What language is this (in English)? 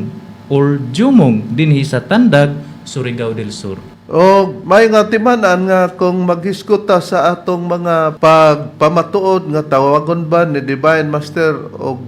Cebuano